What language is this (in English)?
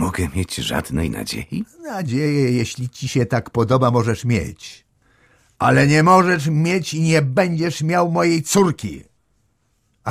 Polish